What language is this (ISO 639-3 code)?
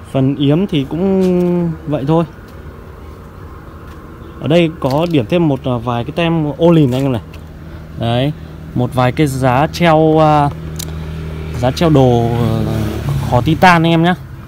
vie